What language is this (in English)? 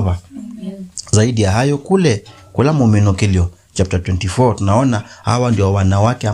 Kamba